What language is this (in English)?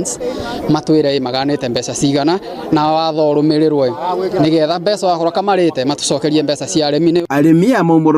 Kikuyu